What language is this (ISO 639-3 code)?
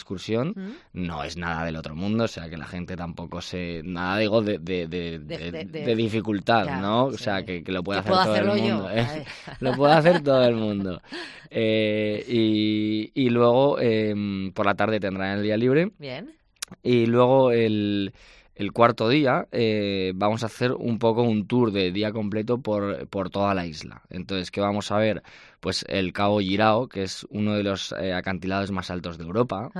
spa